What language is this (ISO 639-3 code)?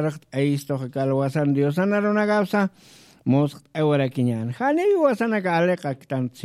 aym